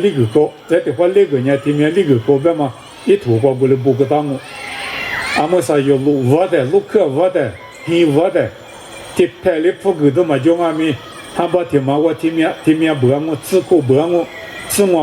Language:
Lisu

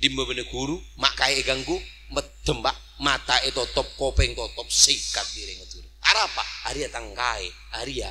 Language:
Madurese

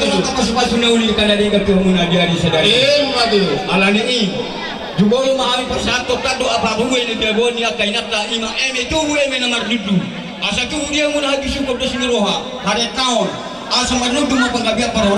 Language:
Batak Toba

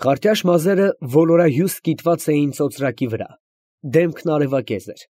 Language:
Armenian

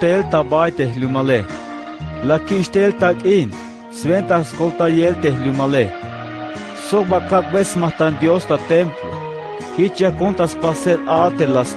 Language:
Tzeltal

